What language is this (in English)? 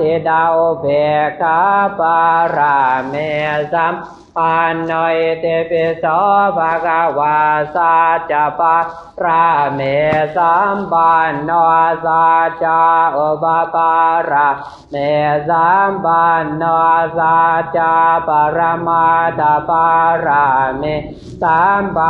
Pali